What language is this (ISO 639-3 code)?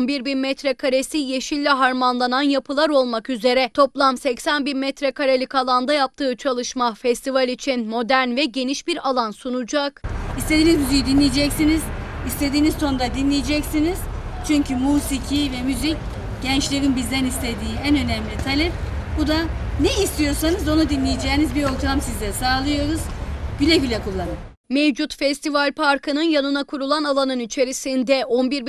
tur